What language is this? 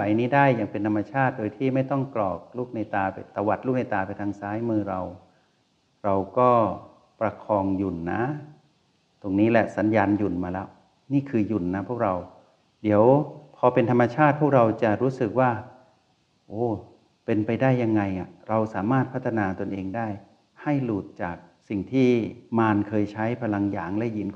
Thai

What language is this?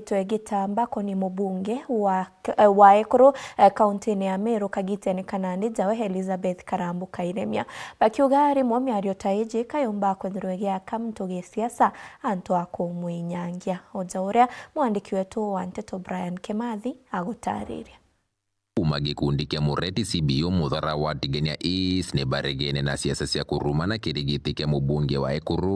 Meru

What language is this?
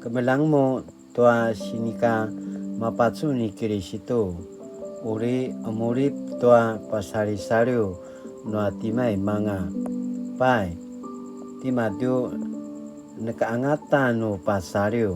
Paiwan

